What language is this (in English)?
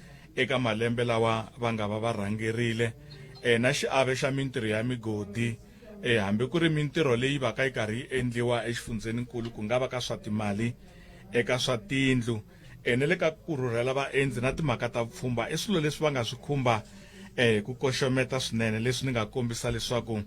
Tsonga